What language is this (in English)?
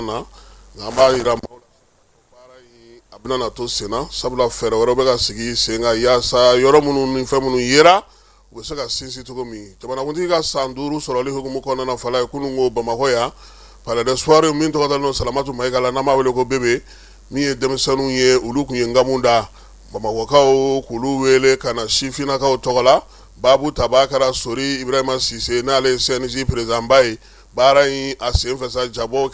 Bambara